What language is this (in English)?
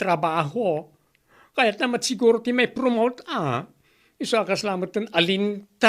Iloko